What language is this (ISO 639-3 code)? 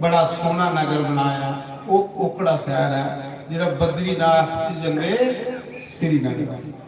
doi